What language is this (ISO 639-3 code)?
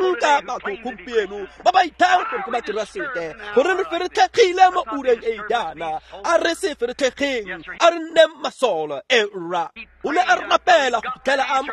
tsn